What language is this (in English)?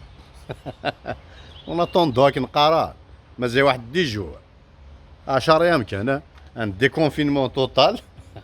Kabyle